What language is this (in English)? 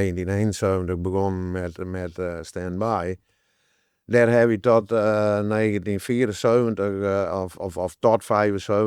Western Frisian